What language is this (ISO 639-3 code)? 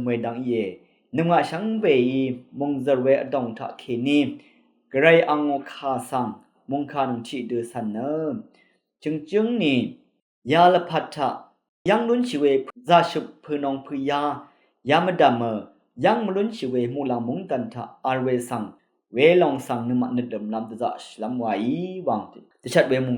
raw